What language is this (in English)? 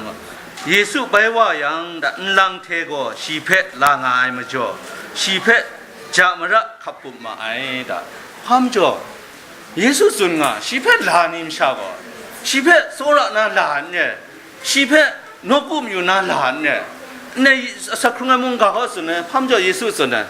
Kachin